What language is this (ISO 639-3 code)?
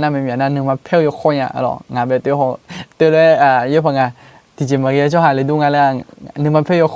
ahk